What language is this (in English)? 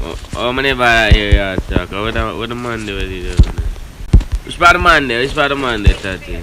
Jamaican Creole English